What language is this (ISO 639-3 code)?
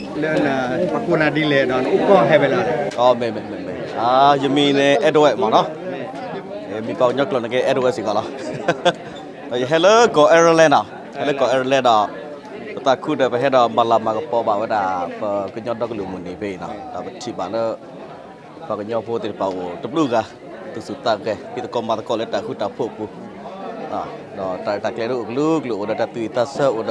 ksw